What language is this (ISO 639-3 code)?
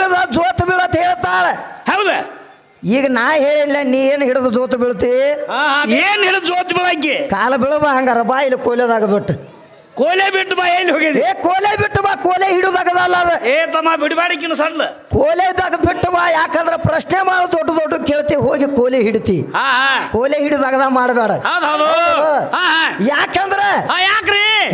kan